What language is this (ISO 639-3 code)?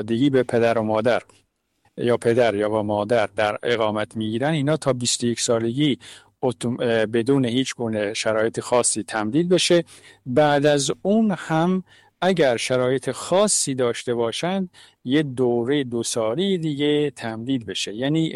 fas